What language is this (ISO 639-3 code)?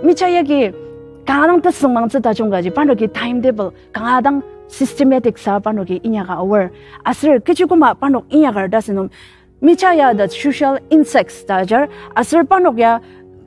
njo